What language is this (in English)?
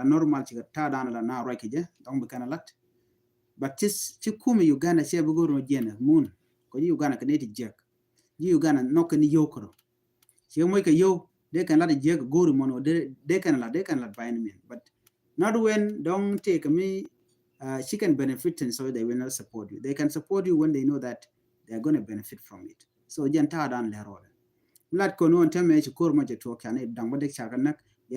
Nuer